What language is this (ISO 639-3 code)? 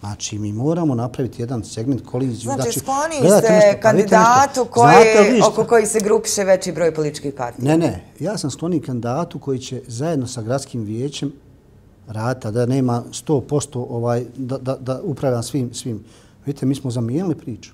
bos